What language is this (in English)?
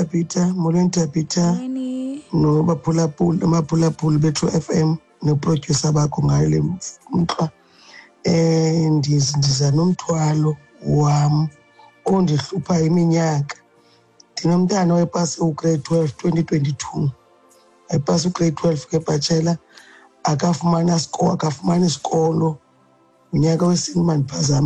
Xhosa